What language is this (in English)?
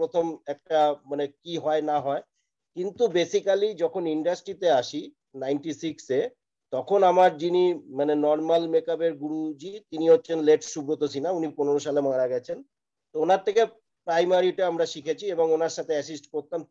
Bangla